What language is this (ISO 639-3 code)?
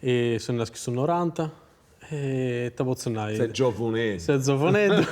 srd